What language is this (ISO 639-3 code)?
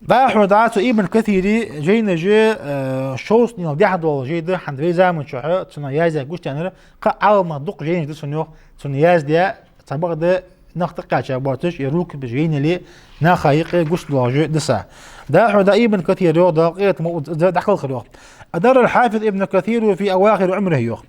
inh